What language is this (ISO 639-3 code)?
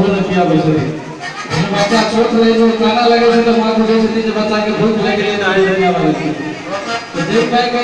mai